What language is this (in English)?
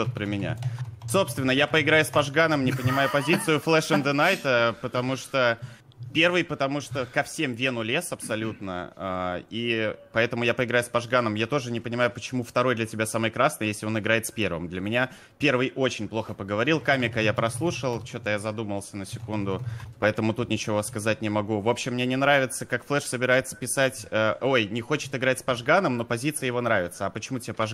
Russian